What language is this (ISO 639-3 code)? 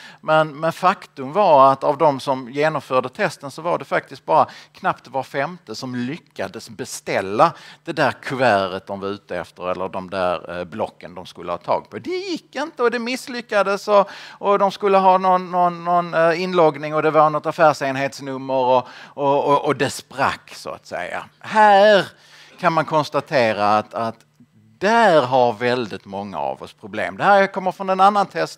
swe